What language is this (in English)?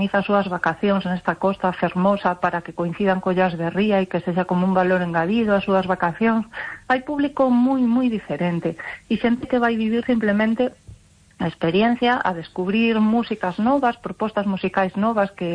Galician